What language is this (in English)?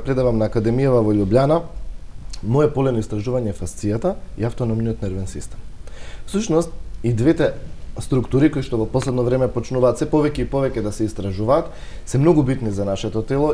Macedonian